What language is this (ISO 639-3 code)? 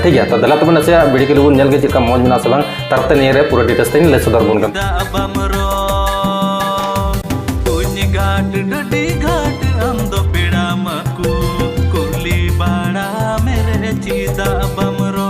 sat